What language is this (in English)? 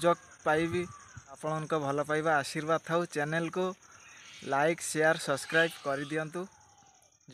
Odia